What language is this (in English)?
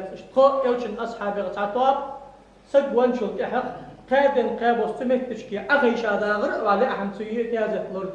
Ingush